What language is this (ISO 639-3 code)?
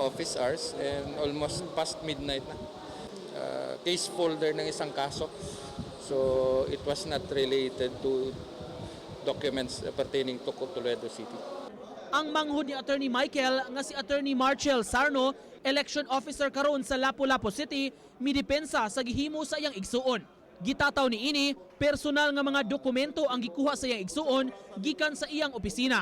ceb